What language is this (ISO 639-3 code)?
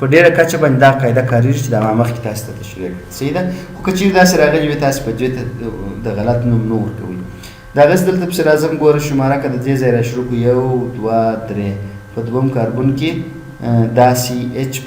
pus